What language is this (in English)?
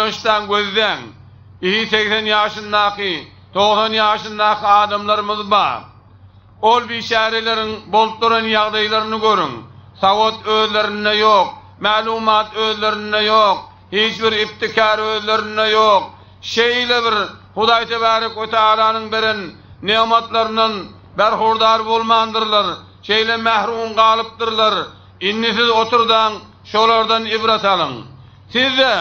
Turkmen